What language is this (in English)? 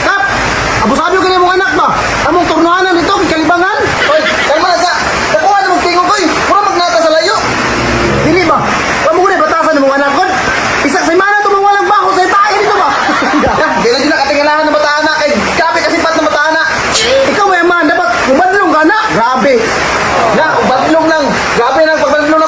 Cebuano